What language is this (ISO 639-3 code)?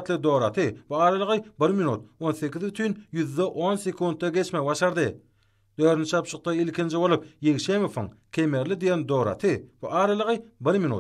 tuk